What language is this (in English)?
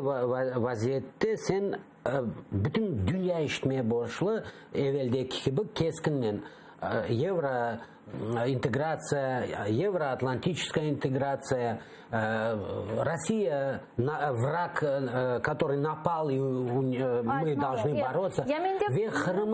Crimean Tatar